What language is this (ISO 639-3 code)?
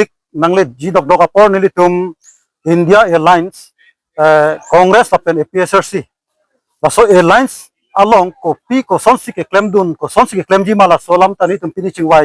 mjw